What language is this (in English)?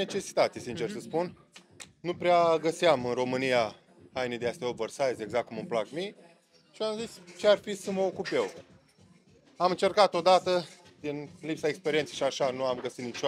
Romanian